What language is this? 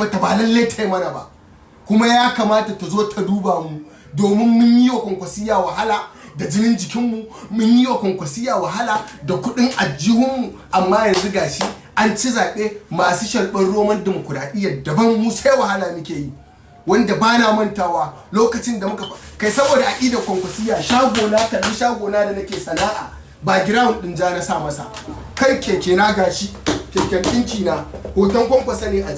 Hausa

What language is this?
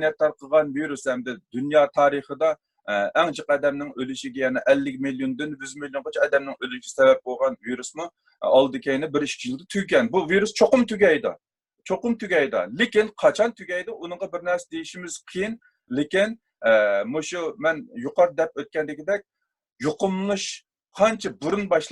Uyghur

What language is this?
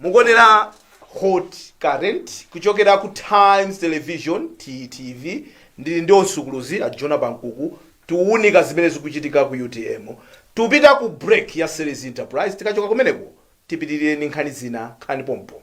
Nyanja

